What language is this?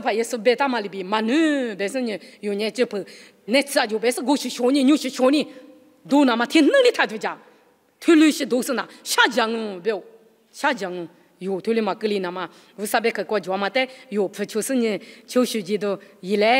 Lisu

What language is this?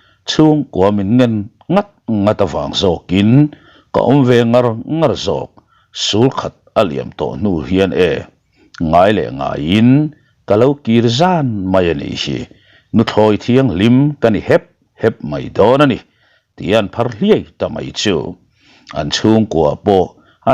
Mizo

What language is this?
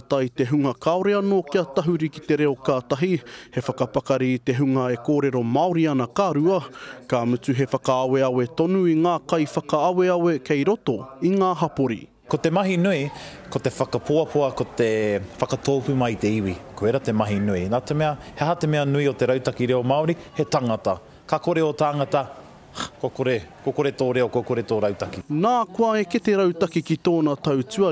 Māori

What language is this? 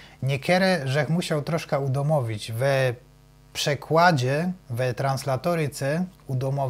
Silesian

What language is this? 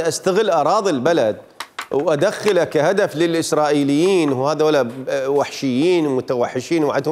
Mesopotamian Arabic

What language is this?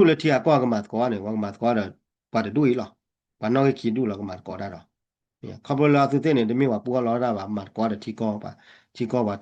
S'gaw Karen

